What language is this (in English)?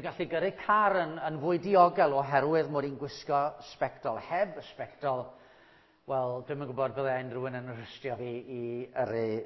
Welsh